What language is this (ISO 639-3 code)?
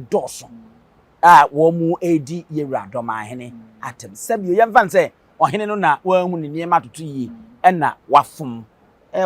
aka